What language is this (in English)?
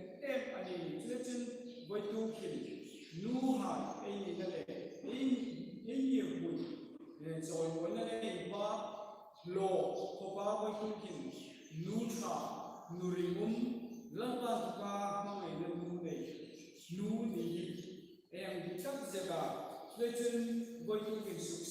Hmar